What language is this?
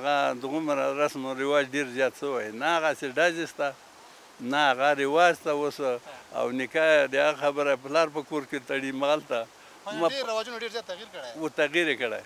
Pashto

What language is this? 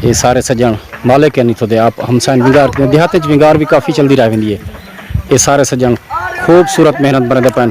Saraiki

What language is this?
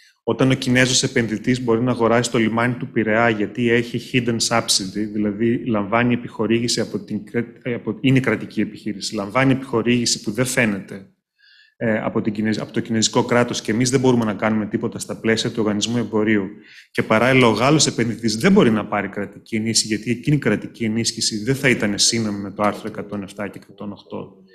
Greek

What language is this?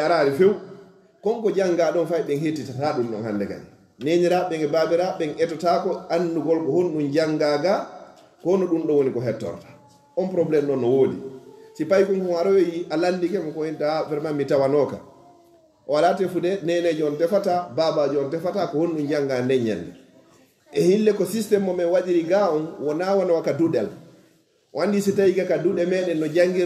Fula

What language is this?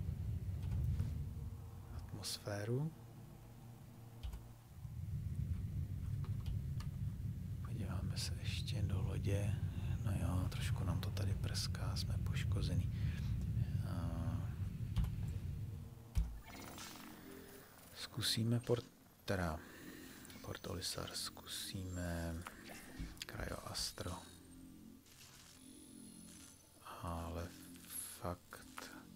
Czech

